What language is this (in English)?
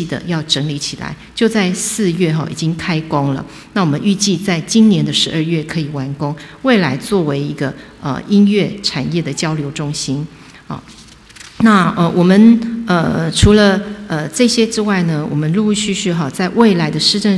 Chinese